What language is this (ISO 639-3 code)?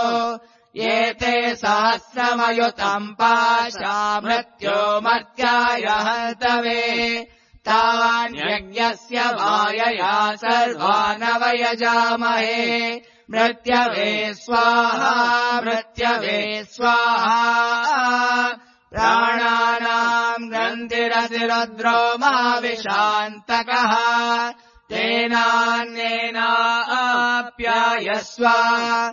san